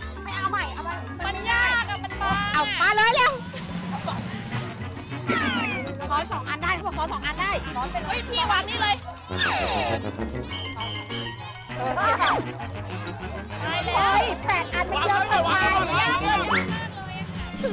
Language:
Thai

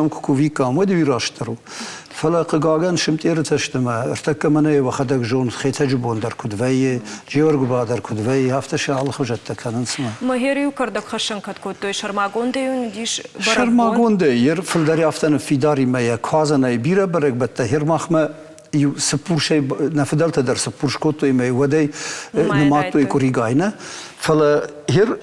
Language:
Ossetic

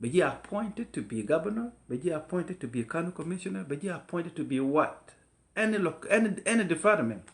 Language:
Nuer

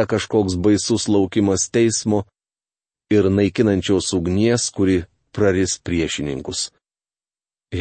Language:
Lithuanian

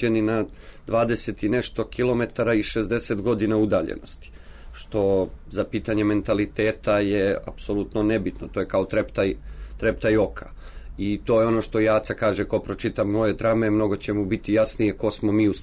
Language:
Serbian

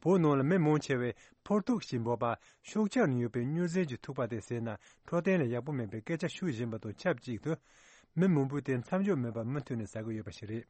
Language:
Tibetan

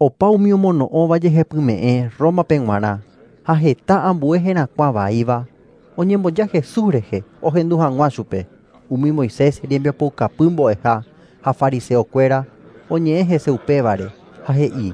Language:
Guarani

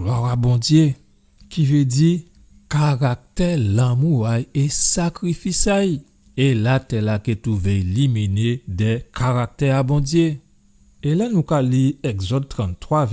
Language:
Guadeloupean Creole French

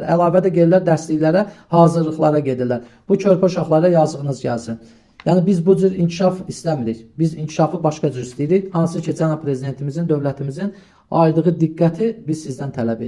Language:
Azerbaijani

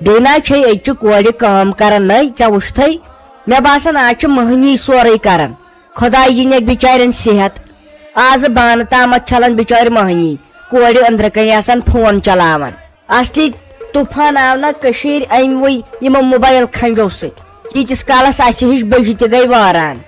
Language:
Kashmiri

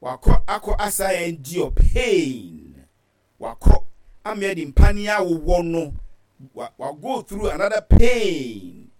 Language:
Akan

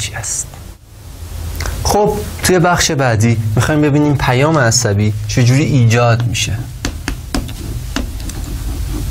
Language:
Persian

